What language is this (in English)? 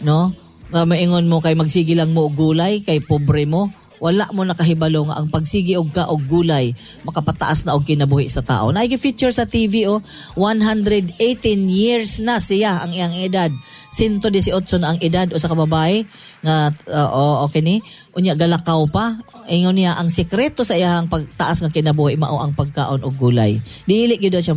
Cebuano